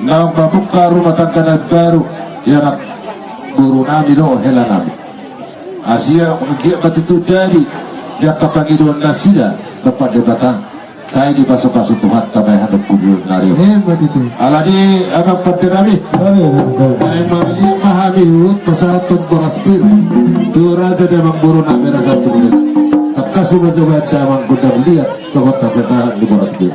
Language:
Batak Toba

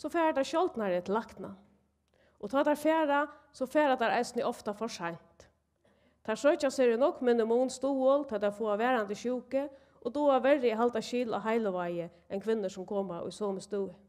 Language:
Faroese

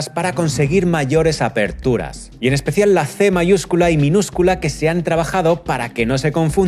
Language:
Spanish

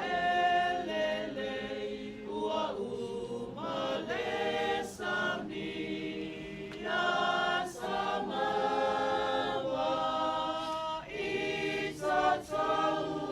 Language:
Samoan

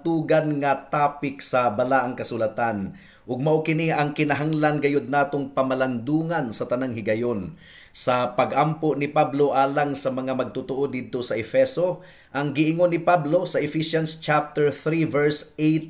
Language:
Cebuano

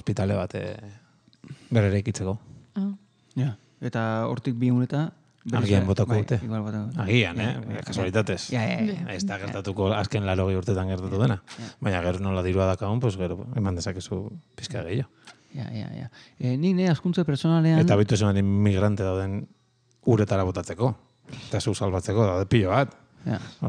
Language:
Basque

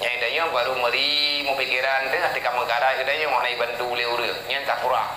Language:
Achinese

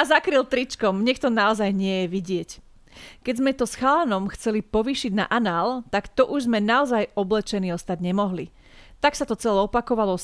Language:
Slovak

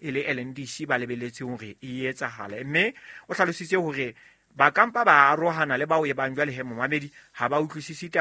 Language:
Southern Sotho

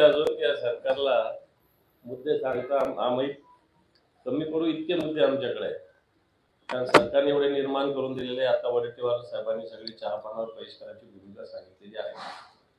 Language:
Marathi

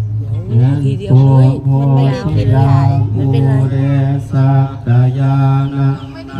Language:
Pali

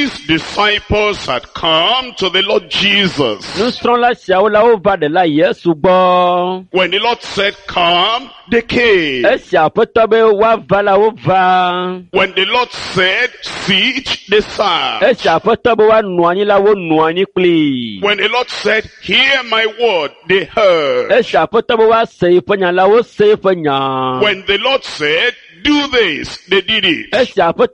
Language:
Ewe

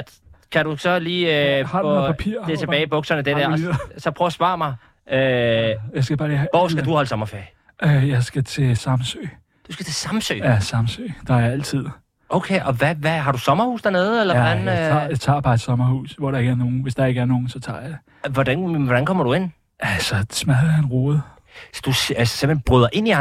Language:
Danish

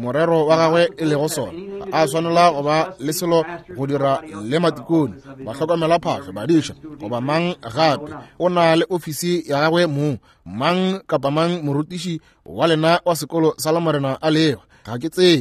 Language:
Northern Sotho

